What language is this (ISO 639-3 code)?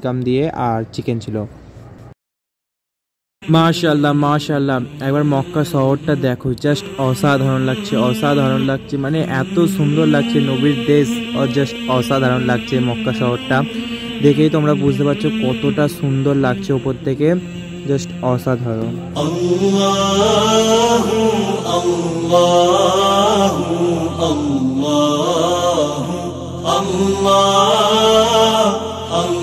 ben